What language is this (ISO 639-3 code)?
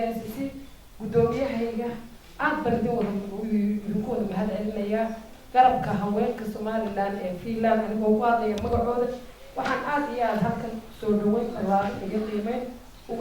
som